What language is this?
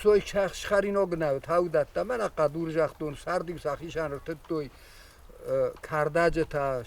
Ossetic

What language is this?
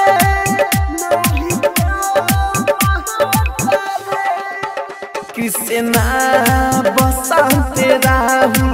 Bhojpuri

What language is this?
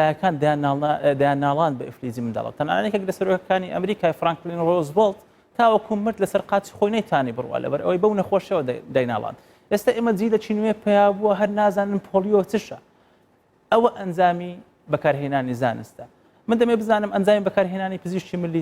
Central Kurdish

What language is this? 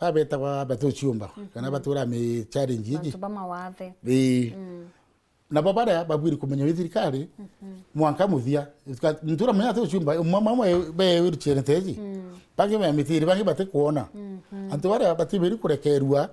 Meru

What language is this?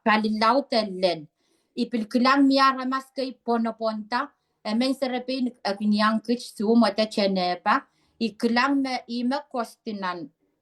Pohnpeian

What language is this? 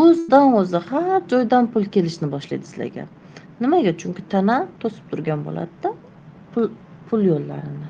Uzbek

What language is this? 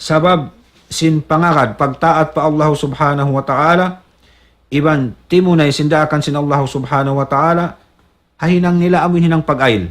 Tausug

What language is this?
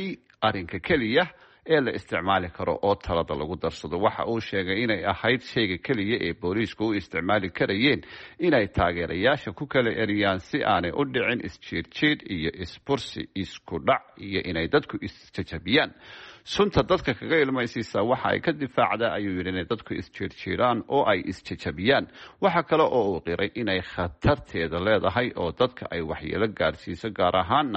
Somali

